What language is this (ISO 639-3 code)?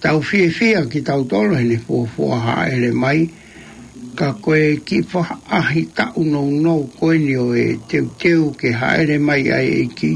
ton